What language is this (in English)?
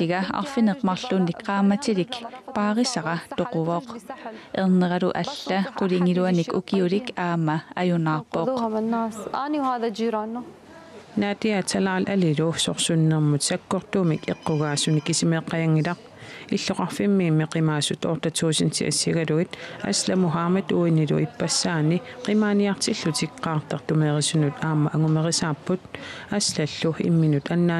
Kalaallisut